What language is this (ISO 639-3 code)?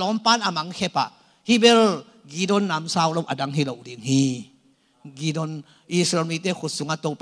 ctd